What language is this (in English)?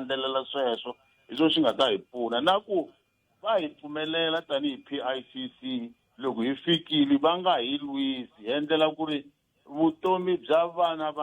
Tsonga